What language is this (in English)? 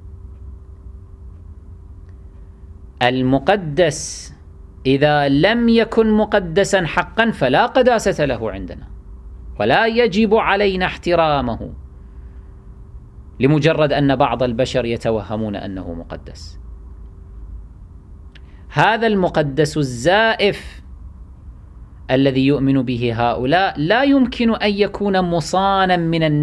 Arabic